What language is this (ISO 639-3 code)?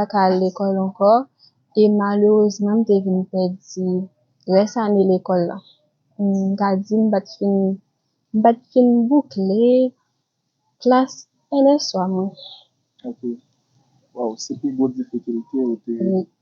hat